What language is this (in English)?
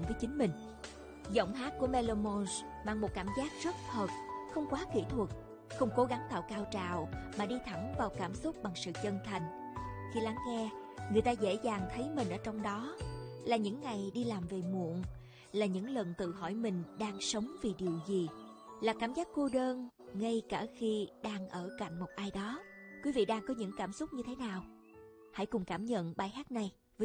Vietnamese